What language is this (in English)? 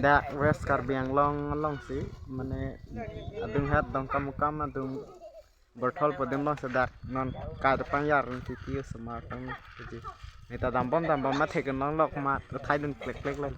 Karbi